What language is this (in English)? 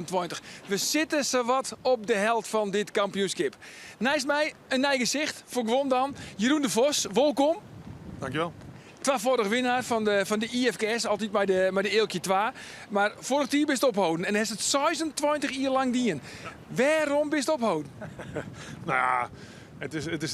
Western Frisian